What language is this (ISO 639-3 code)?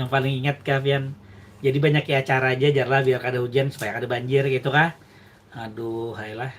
bjn